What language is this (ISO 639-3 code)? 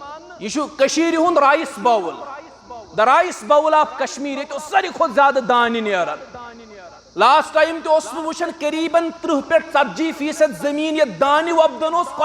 kas